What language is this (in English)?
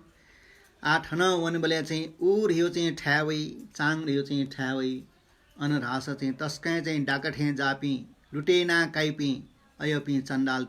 Newari